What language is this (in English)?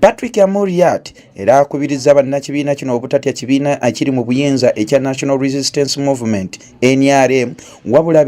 Ganda